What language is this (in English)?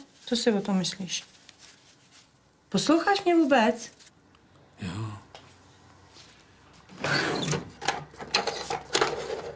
Czech